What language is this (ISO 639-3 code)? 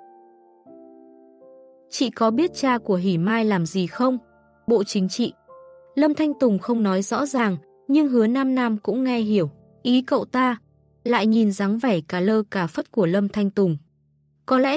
vie